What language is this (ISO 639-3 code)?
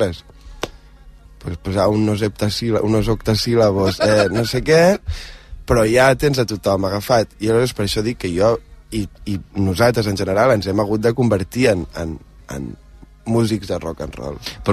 cat